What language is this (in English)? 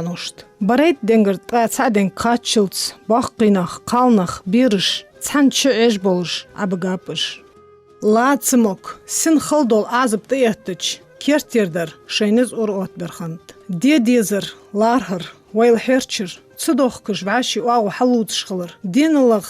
Ingush